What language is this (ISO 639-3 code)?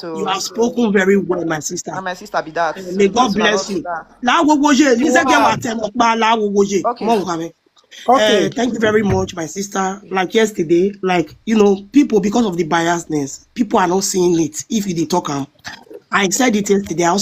pcm